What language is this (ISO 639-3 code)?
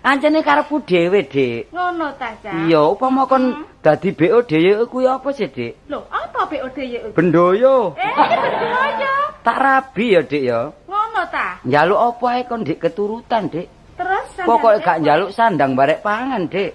jav